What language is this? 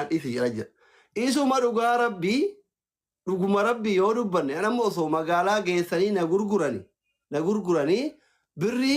Oromo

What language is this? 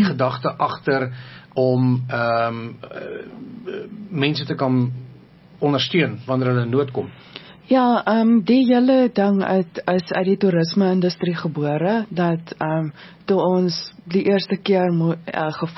Afrikaans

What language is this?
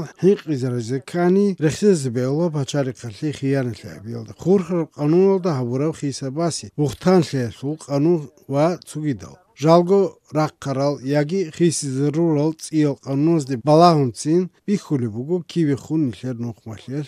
Avaric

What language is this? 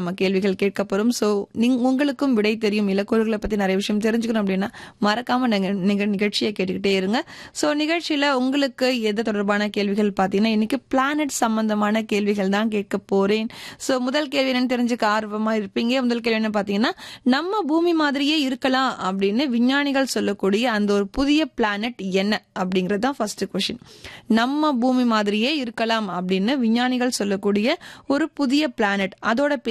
Tamil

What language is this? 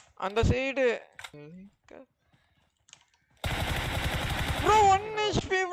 Tamil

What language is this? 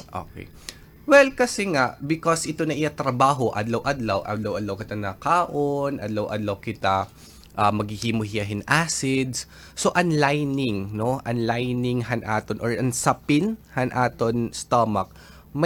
Waray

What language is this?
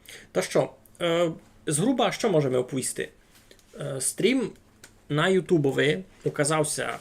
Rusyn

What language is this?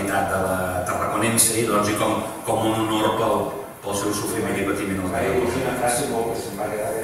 Catalan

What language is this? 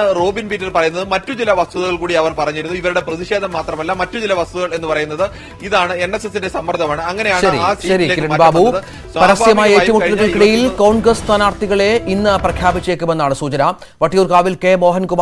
Malayalam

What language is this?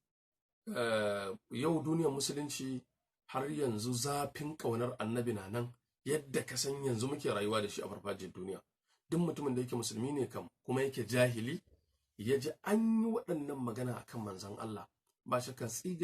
Hausa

